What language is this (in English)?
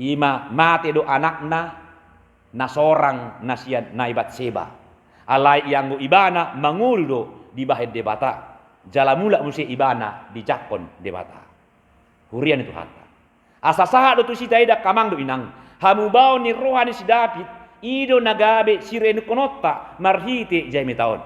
Batak Toba